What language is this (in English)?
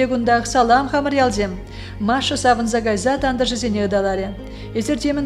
Chuvash